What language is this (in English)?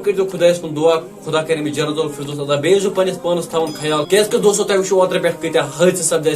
Kashmiri